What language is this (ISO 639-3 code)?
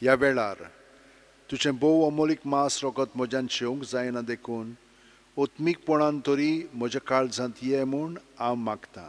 kok